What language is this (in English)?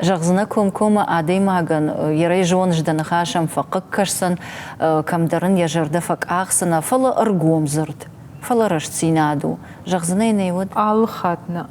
Ossetic